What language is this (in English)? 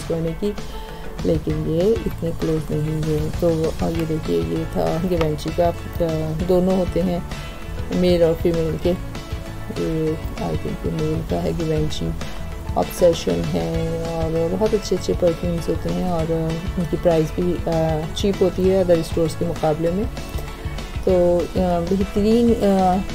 Hindi